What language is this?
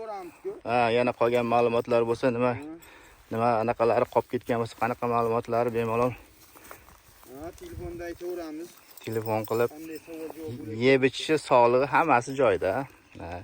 Uzbek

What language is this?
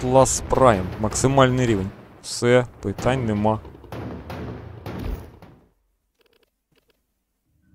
Ukrainian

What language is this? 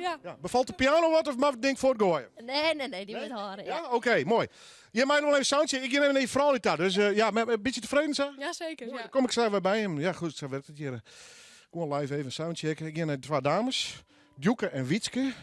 Western Frisian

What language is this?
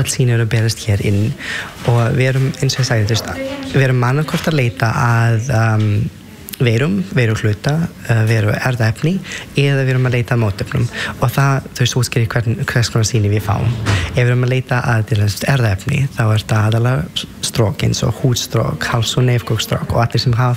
Icelandic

